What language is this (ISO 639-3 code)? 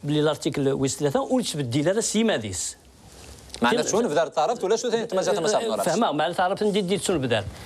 kab